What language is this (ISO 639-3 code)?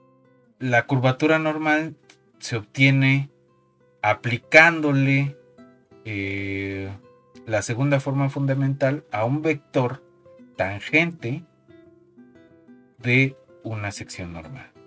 spa